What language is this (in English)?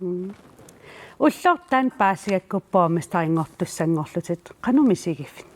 Kalaallisut